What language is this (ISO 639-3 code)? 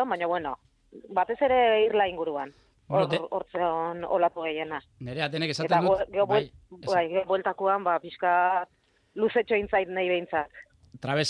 eus